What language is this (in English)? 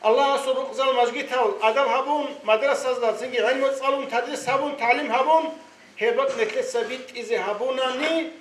Avaric